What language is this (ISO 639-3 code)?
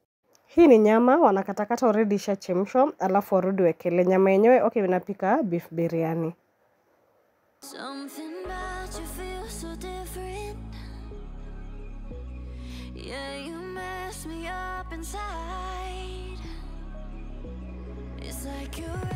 swa